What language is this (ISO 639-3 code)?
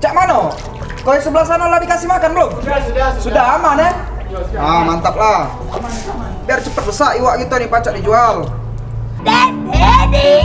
mui